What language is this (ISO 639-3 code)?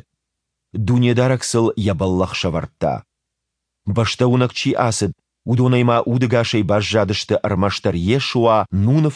oss